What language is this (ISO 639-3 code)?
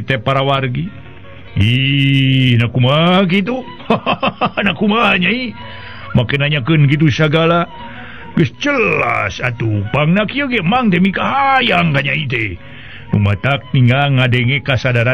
sun